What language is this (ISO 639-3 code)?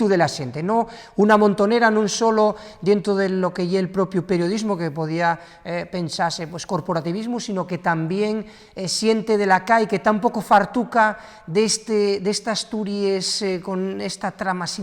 ast